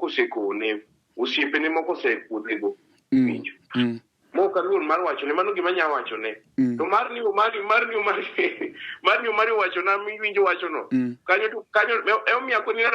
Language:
Luo (Kenya and Tanzania)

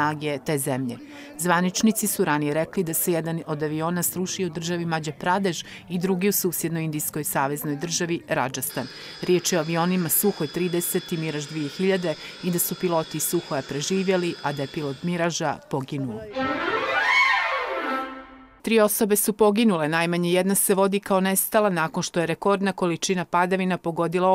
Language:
Bosnian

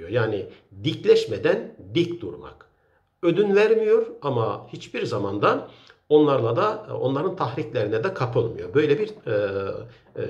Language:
Turkish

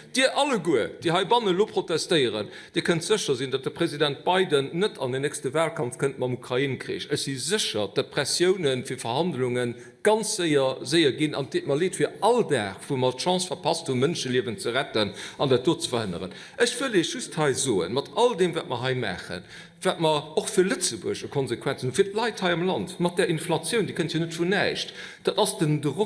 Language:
Luxembourgish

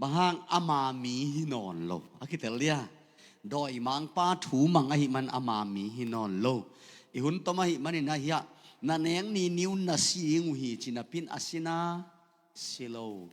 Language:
Tedim Chin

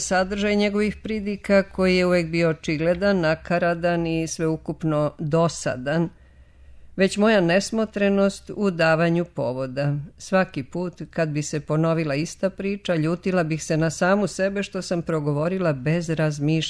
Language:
Serbian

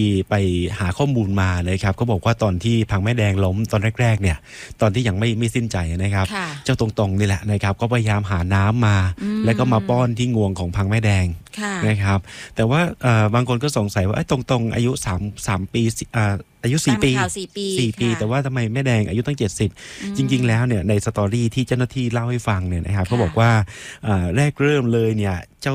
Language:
Thai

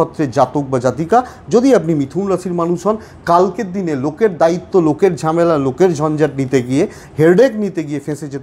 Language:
Bangla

